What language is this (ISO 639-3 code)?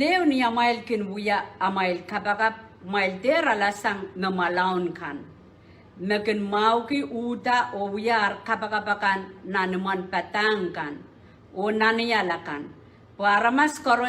pon